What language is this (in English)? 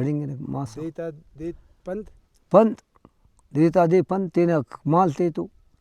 Brahui